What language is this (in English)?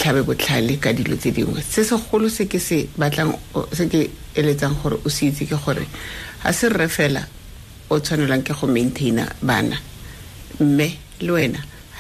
Tswana